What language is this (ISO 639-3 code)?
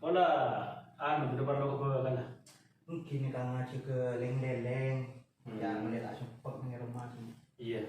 mad